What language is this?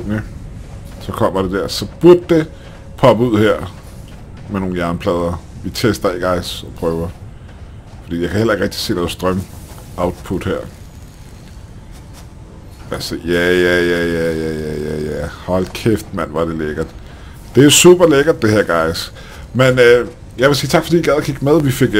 Danish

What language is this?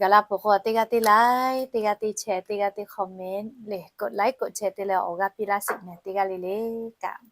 Lahu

